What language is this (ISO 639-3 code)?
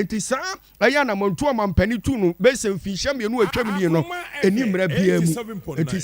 aka